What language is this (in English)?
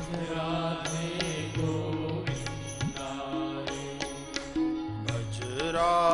Hindi